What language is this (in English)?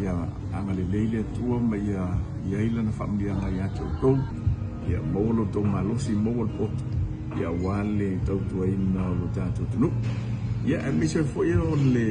Samoan